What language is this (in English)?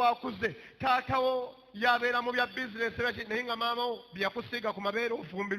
Ganda